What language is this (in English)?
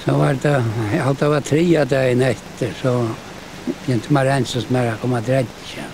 Faroese